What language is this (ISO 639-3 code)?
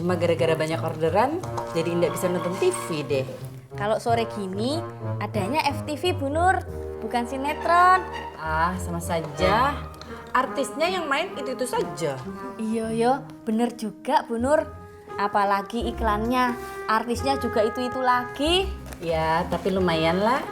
bew